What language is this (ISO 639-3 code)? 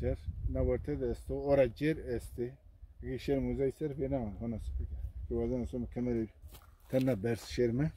zza